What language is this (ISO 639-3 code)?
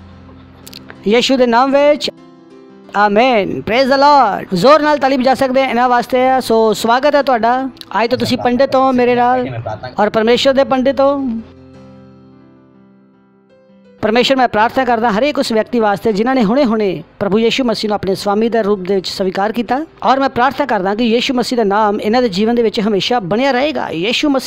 pan